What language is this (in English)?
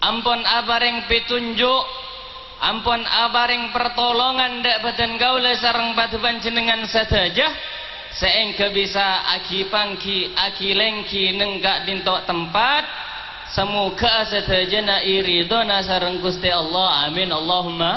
Madurese